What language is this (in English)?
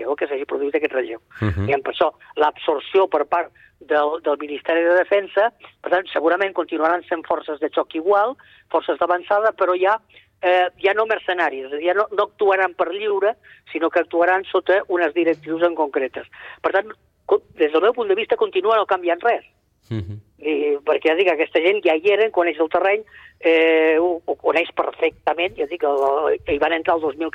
Catalan